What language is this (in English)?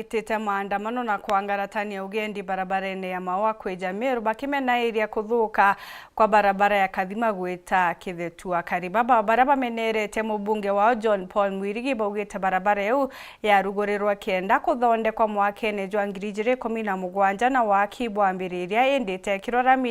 Meru